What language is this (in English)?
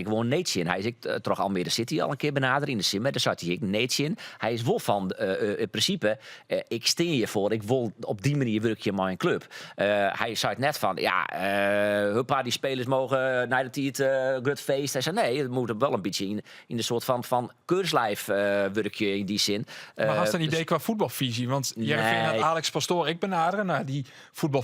Western Frisian